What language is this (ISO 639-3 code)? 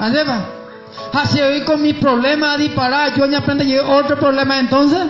grn